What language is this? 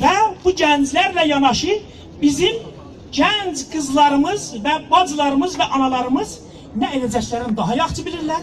South Azerbaijani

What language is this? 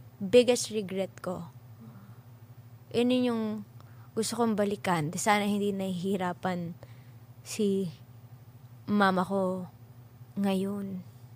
Filipino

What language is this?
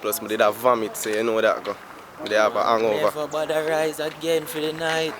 Jamaican Creole English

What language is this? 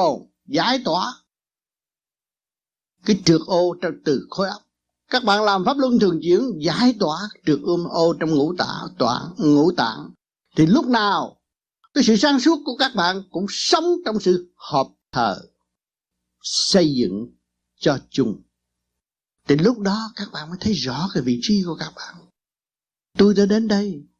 Vietnamese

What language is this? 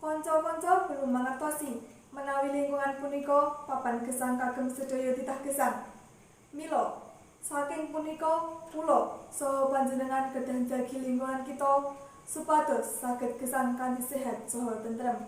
Javanese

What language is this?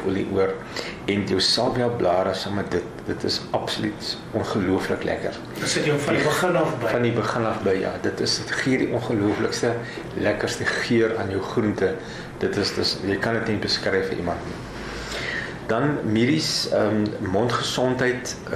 Afrikaans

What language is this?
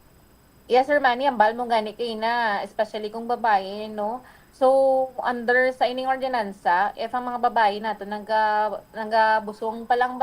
Hiligaynon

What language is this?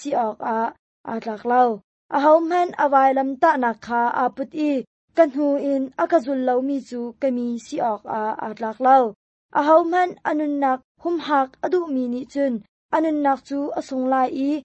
Hakha Chin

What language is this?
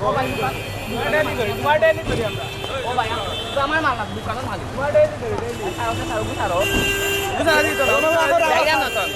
Sylheti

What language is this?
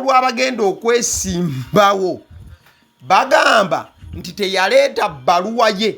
Ganda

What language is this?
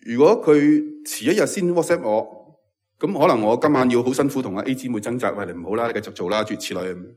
Cantonese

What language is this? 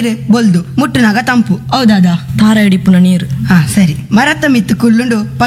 Tulu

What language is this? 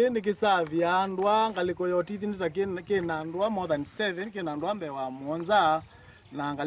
Kamba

